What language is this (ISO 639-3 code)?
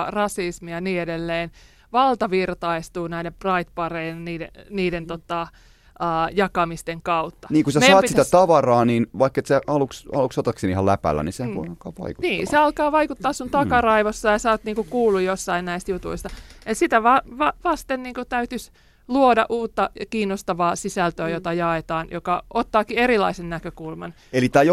fin